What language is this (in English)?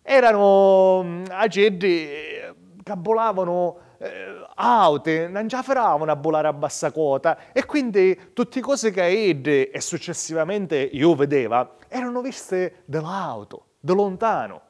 Sicilian